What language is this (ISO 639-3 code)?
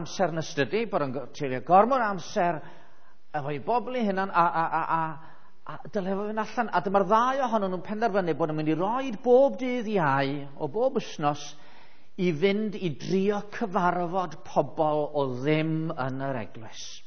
cym